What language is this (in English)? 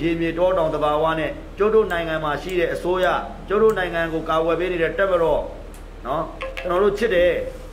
Burmese